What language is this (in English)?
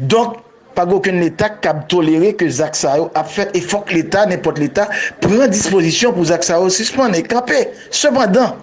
Haitian Creole